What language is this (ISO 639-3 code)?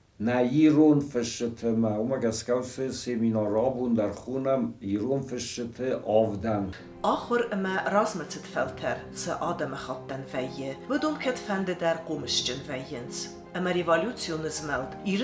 oss